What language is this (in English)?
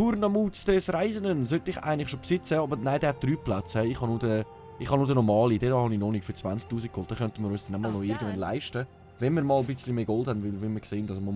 Swiss German